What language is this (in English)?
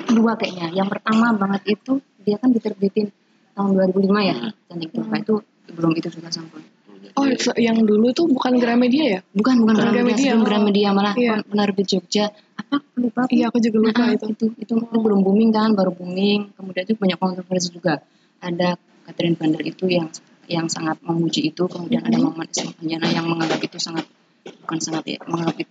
Indonesian